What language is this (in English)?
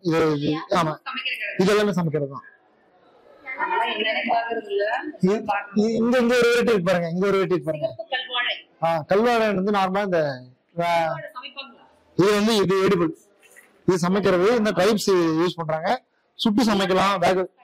Tamil